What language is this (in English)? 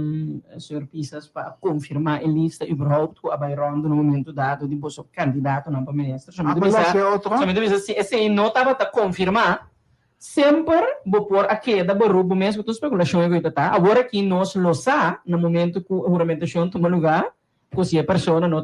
Papiamento